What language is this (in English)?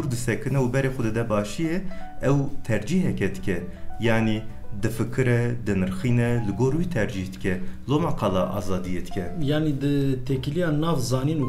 Kurdish